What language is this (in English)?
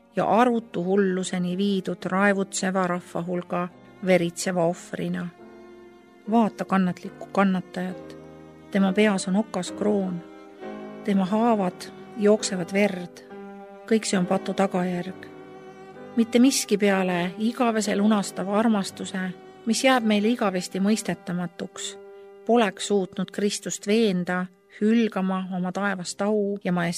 Estonian